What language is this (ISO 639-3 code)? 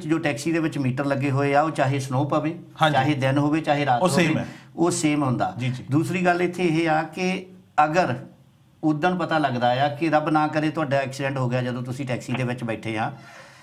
pan